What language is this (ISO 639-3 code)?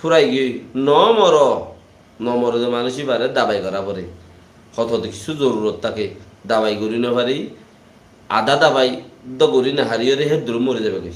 rhg